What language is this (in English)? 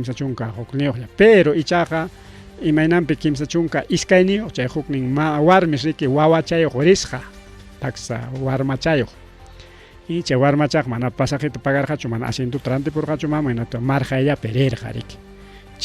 Ayacucho Quechua